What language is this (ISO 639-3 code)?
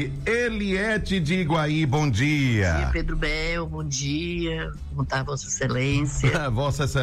por